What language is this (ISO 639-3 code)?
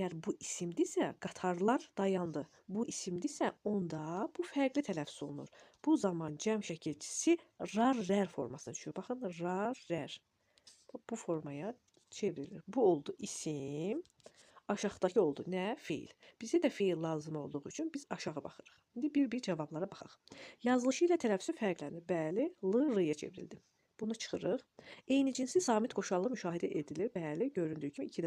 aze